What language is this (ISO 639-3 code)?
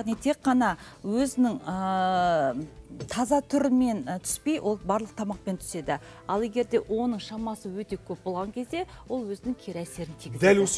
kaz